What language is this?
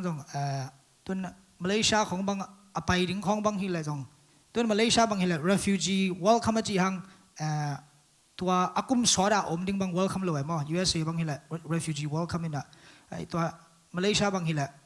Tedim Chin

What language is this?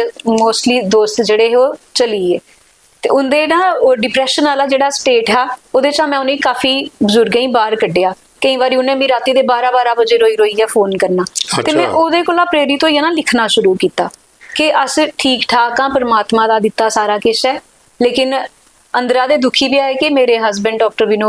Dogri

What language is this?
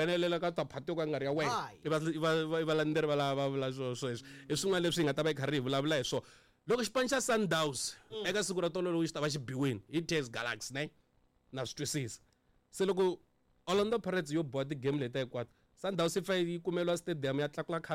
Tsonga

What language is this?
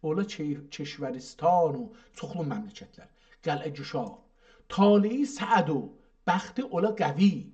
South Azerbaijani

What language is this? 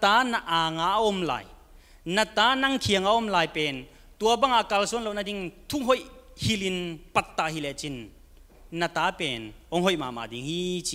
Tedim Chin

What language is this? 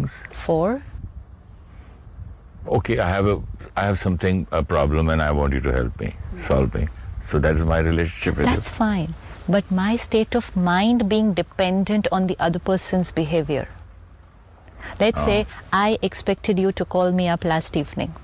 English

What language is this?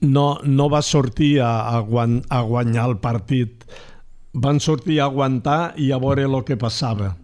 Catalan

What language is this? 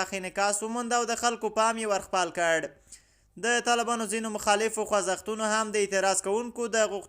Pashto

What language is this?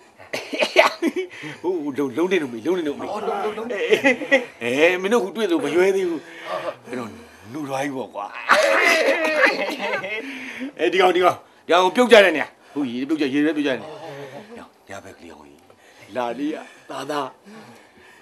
Burmese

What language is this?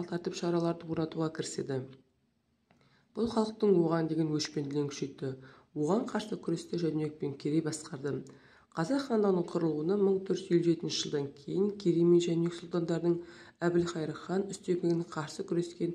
Kazakh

